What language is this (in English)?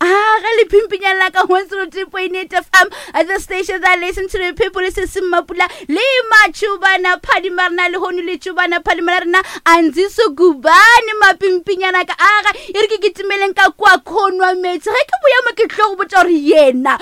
Northern Sotho